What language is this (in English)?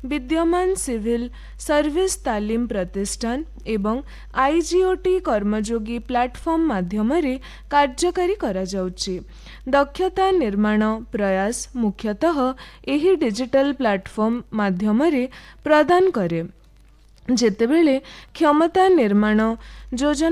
Odia